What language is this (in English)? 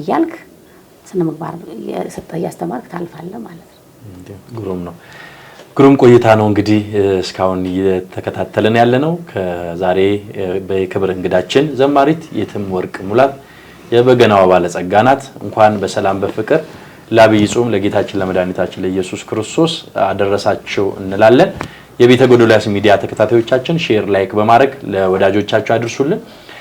Amharic